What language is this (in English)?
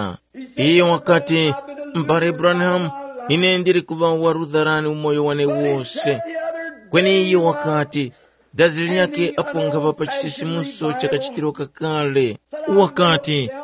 Tumbuka